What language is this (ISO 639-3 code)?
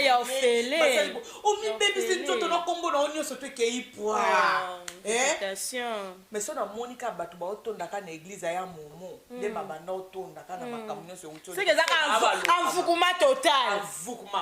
lin